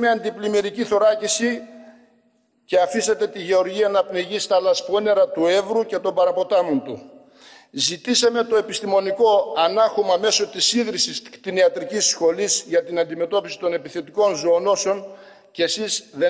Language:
Greek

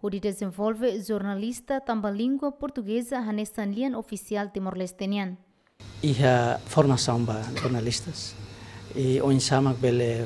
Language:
Tetum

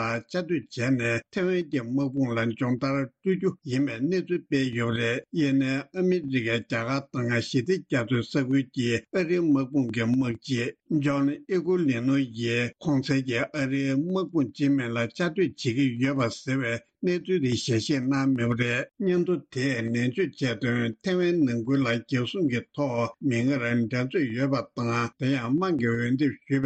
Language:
Tibetan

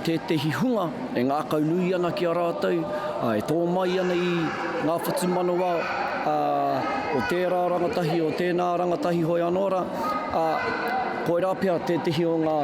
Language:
Māori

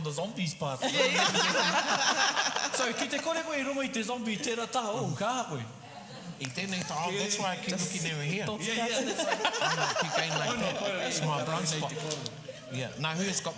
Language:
Māori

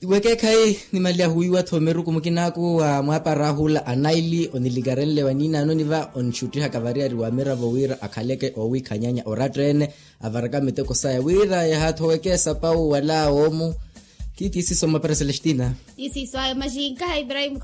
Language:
Makhuwa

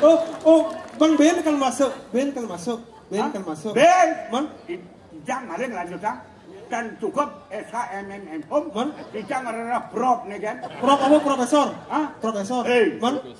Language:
Balinese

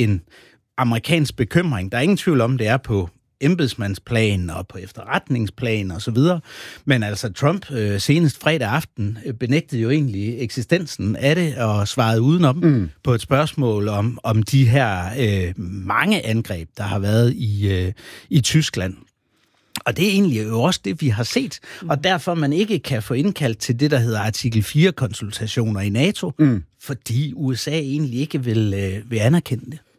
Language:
Danish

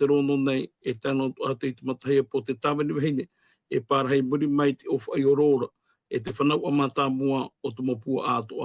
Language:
Tahitian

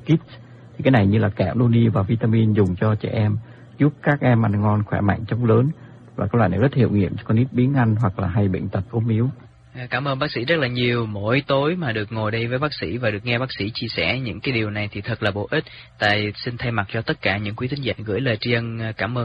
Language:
Vietnamese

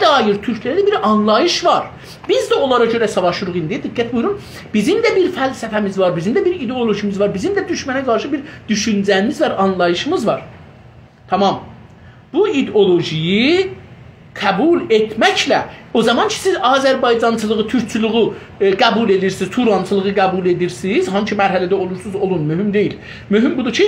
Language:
South Azerbaijani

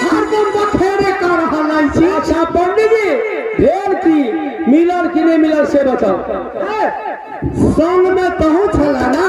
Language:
Maithili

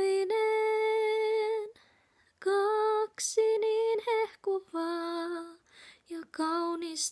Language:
Finnish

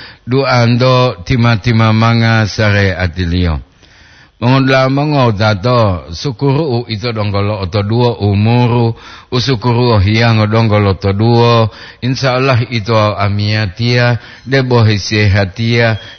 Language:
Gorontalo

